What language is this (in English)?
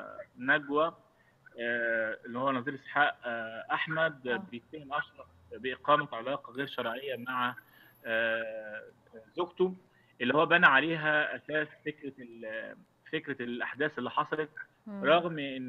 Egyptian Arabic